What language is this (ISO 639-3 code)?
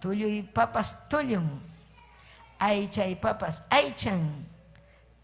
quy